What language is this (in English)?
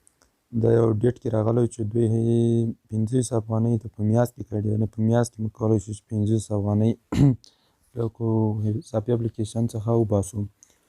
Pashto